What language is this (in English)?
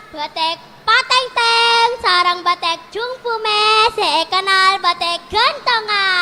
Madurese